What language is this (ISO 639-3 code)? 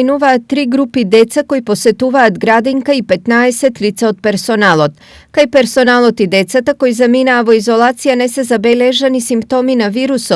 mkd